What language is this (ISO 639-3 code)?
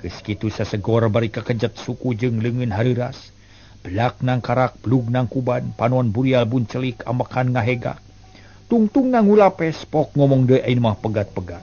sun